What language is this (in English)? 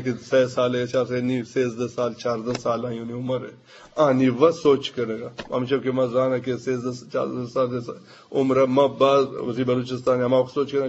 Eastern Balochi